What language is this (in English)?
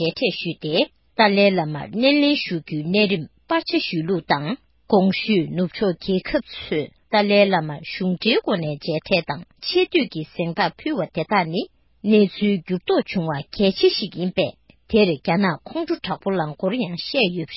Tibetan